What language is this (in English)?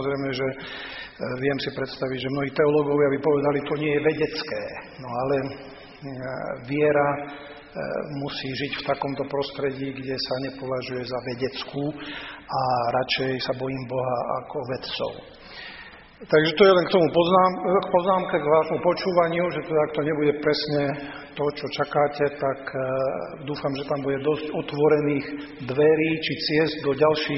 Slovak